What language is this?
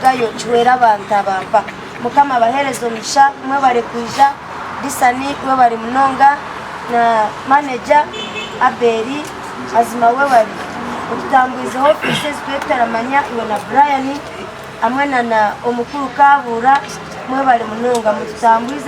Nyankole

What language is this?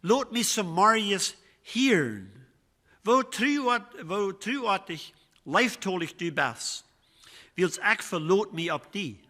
Plautdietsch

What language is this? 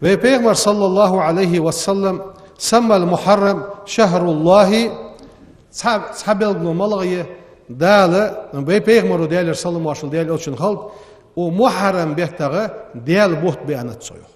Ingush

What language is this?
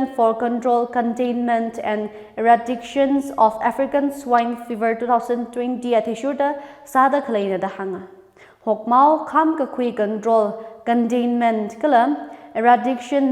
Tangkhul Naga (India)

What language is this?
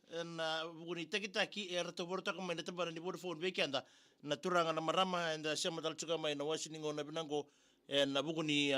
Fijian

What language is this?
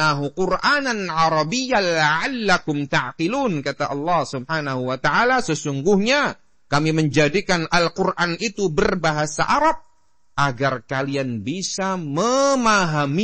Indonesian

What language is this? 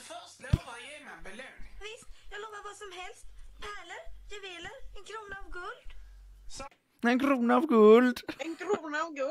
Swedish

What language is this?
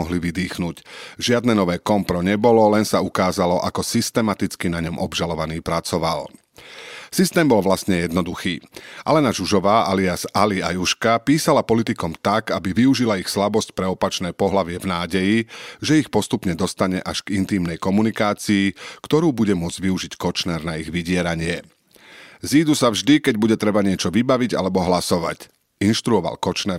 Slovak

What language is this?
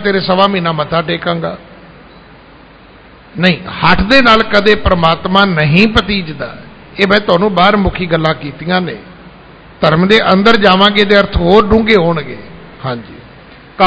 Punjabi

